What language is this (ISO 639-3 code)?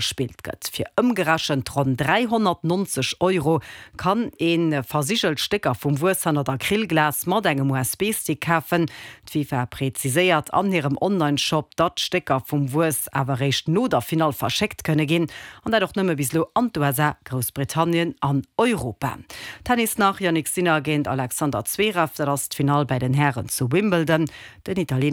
ltz